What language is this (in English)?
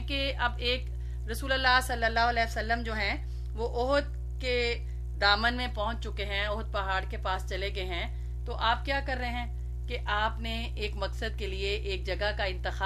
Urdu